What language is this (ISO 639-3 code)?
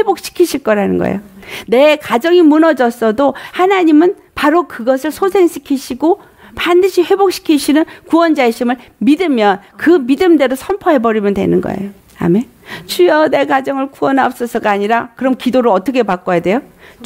kor